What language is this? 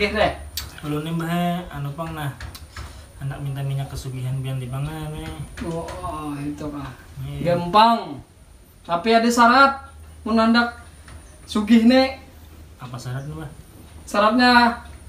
Banjar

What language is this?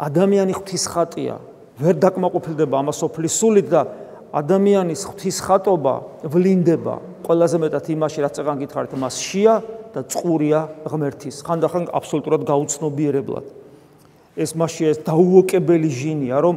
Georgian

